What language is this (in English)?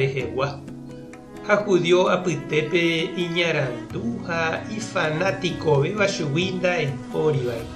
Guarani